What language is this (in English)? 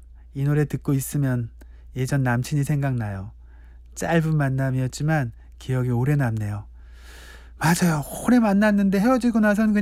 Korean